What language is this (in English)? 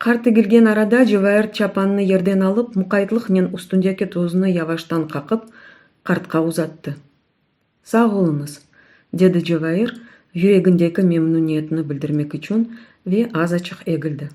Crimean Tatar